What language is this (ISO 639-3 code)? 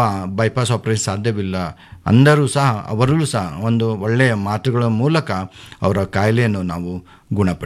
kan